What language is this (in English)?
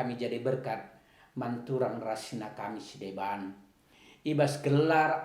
Batak Karo